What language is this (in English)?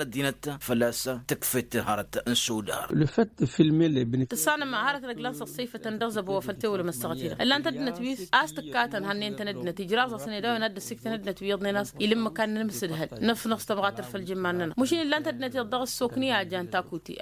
Tamasheq